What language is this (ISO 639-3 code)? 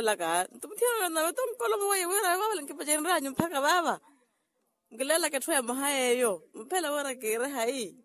vmw